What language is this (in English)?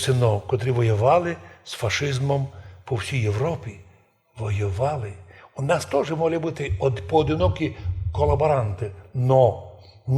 Rusyn